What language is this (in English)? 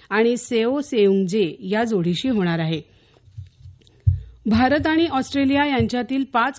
Marathi